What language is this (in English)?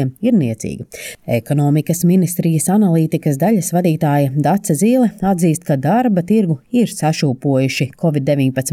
Latvian